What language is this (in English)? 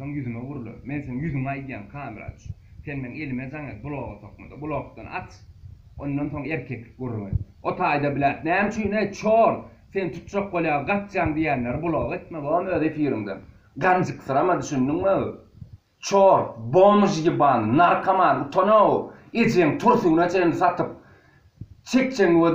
Turkmen